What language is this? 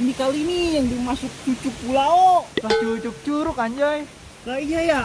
Betawi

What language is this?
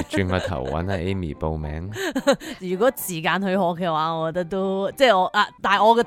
Cantonese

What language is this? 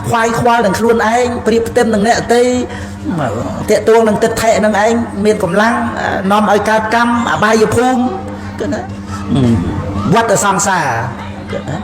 Khmer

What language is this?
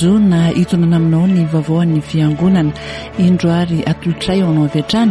Malagasy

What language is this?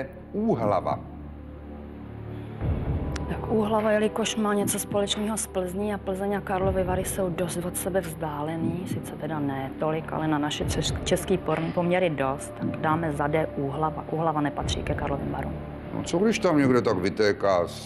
Czech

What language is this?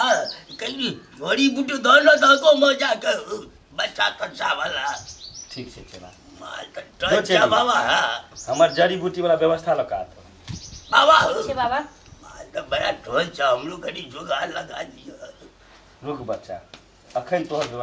Maithili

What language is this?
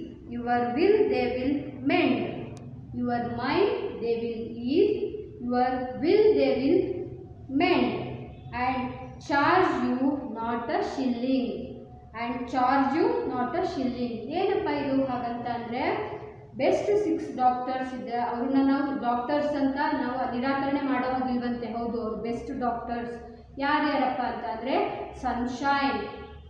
Kannada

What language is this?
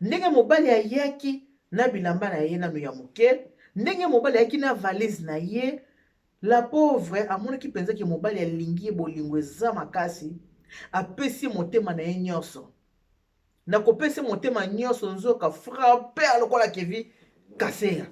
Lingala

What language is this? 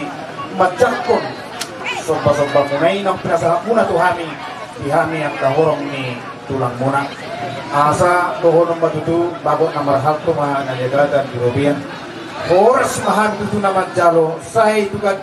Batak Toba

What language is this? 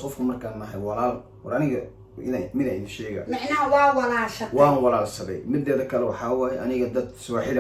Somali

